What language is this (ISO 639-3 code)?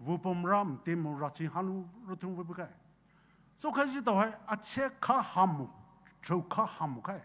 pmx